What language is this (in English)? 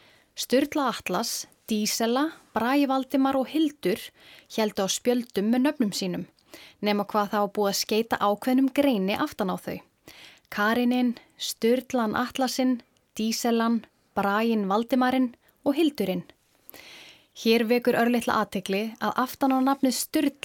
Icelandic